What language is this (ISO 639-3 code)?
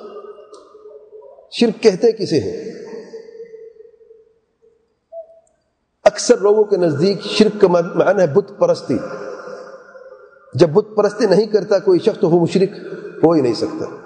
urd